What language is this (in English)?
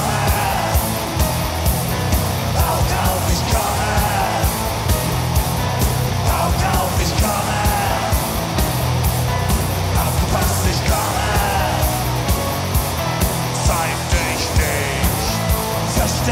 German